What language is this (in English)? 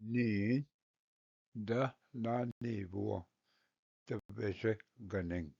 Ojibwa